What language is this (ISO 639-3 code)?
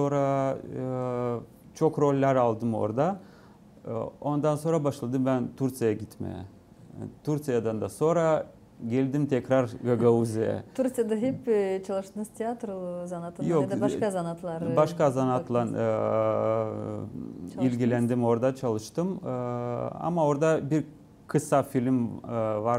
gag